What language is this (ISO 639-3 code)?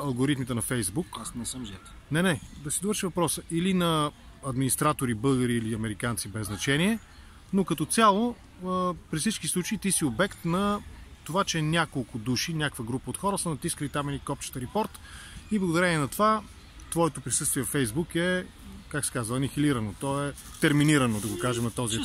bul